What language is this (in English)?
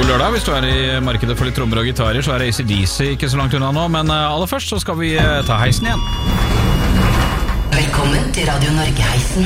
Norwegian